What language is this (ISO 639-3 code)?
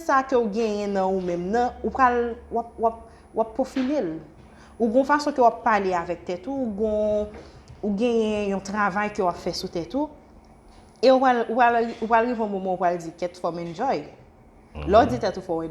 hat